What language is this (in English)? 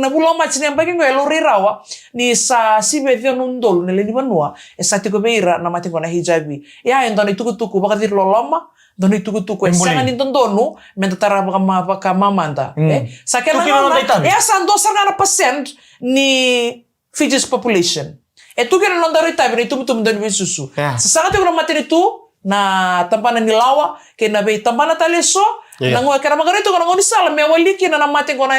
Fijian